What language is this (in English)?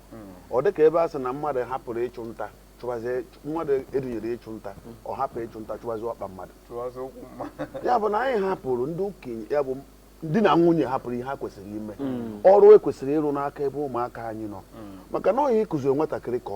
Igbo